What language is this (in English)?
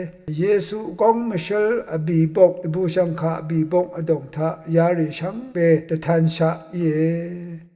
Rawang